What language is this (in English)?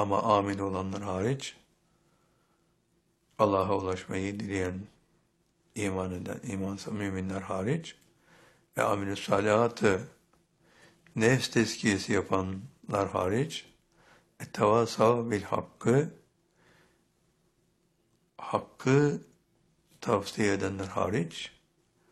Turkish